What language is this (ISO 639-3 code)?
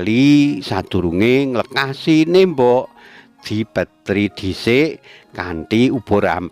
jav